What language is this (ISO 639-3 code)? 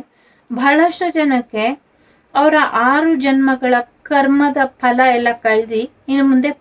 kan